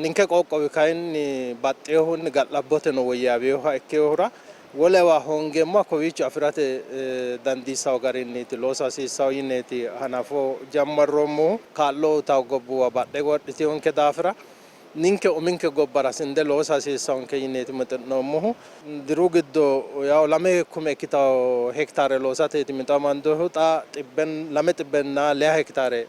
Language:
Sidamo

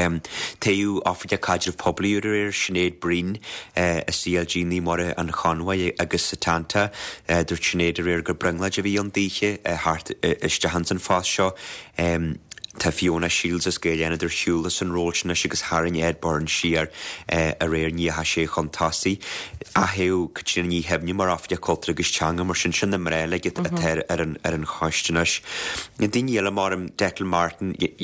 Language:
Irish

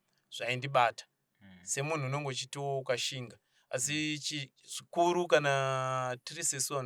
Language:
Shona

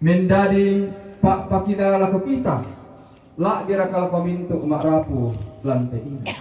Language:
Toraja-Sa'dan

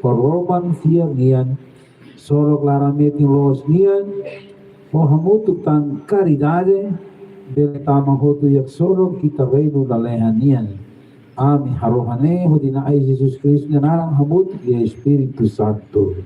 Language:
Tetum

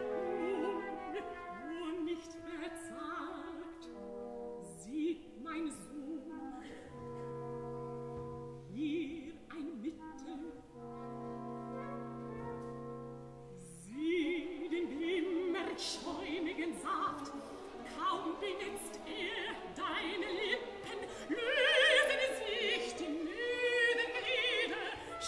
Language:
German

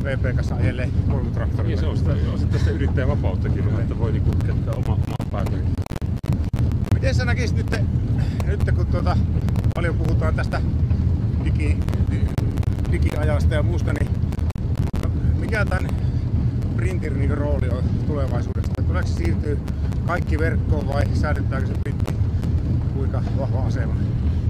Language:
Finnish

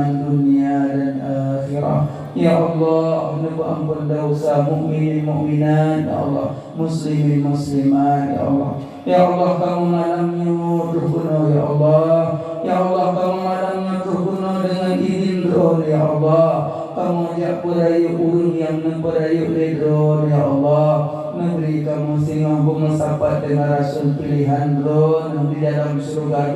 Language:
Achinese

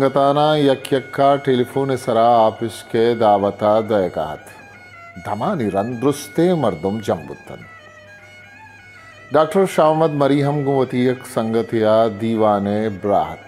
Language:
Baluchi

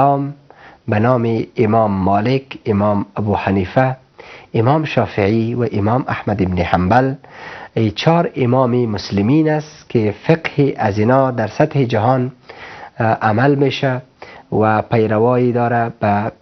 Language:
Persian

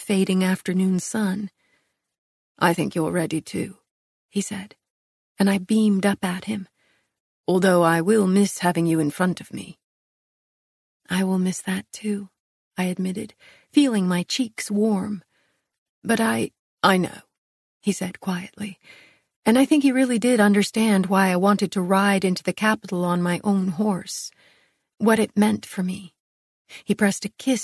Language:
English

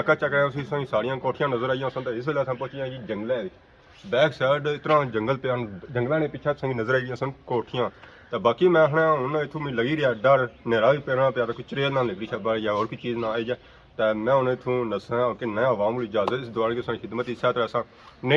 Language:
Pahari-Potwari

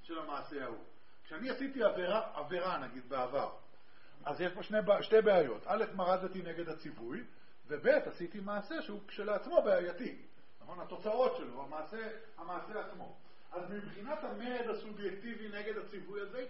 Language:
Hebrew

